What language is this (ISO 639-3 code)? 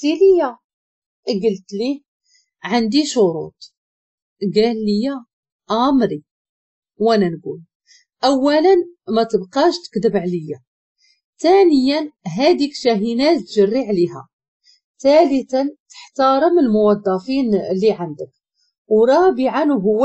ary